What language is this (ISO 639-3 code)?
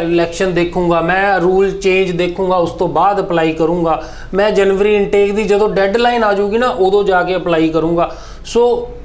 pan